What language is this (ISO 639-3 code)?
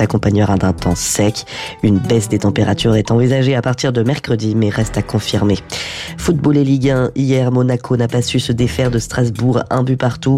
fra